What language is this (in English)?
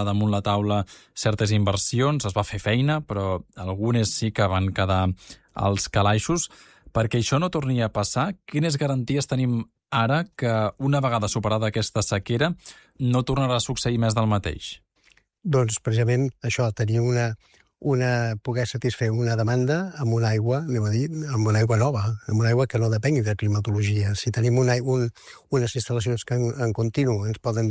Catalan